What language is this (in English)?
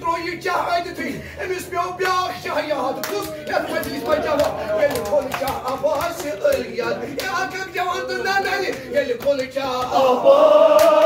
Kashmiri